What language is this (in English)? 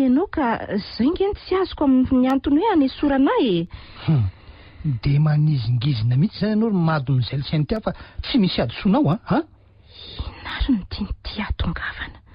Malagasy